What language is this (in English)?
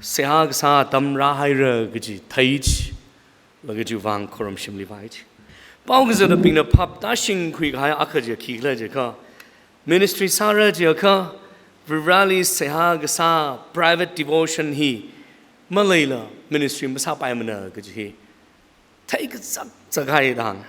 Tangkhul Naga (India)